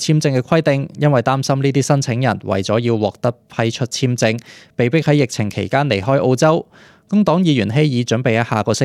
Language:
Cantonese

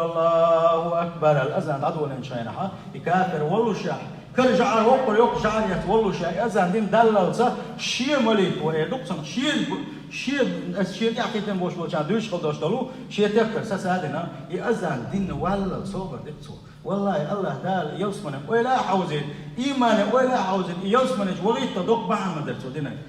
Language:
Chechen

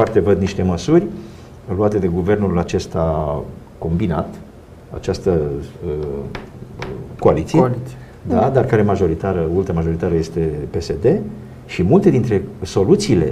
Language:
Romanian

